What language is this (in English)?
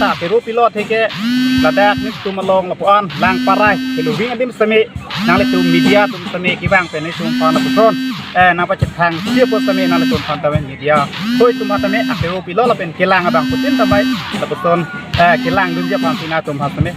Karbi